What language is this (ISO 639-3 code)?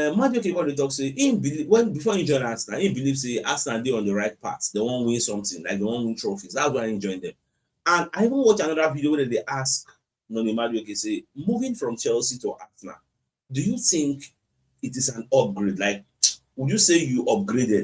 pcm